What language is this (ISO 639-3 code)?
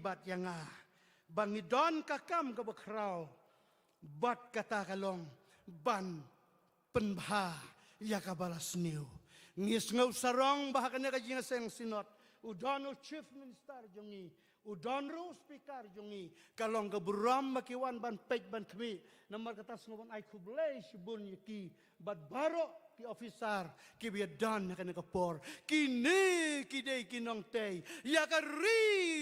kha